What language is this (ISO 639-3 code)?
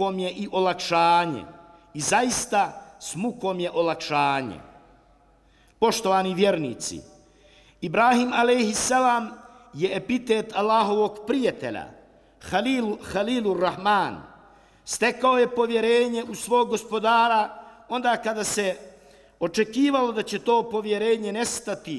bos